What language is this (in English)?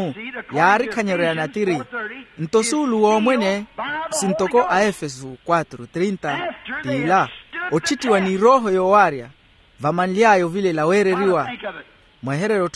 Makhuwa